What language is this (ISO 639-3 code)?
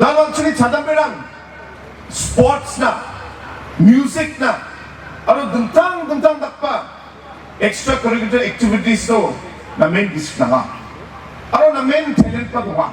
grt